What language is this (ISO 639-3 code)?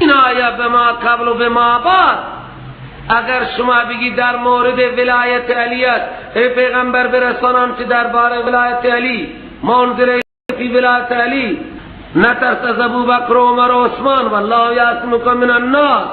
fas